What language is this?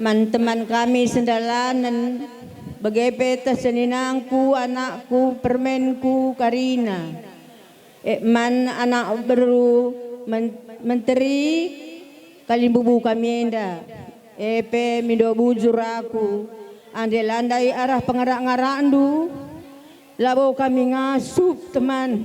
Batak Karo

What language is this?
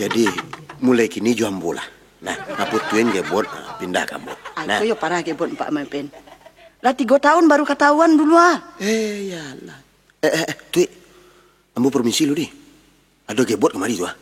Minangkabau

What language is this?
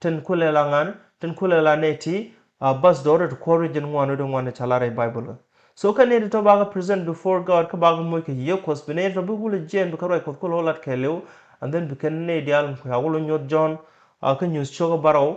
Nuer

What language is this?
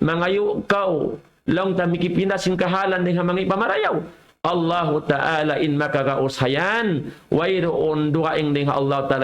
Tausug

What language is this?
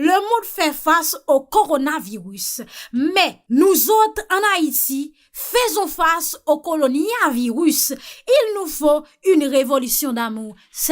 Haitian Creole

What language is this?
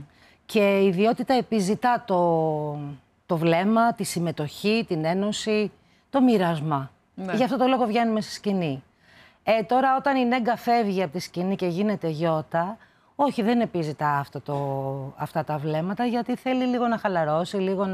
Greek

